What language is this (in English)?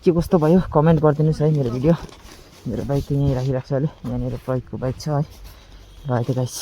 Nepali